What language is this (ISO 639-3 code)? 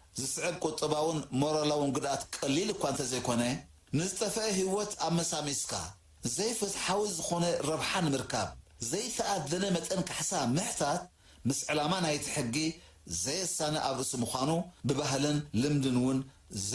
tir